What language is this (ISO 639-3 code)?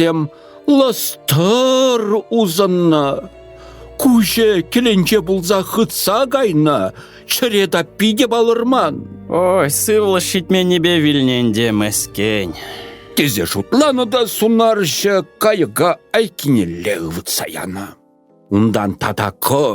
chv